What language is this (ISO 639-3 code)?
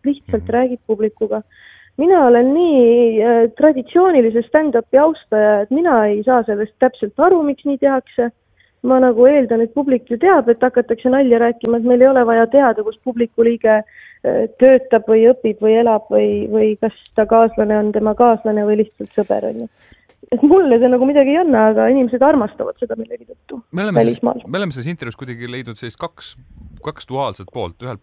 est